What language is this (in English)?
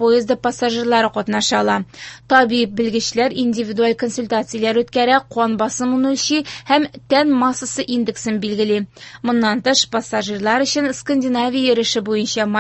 Tatar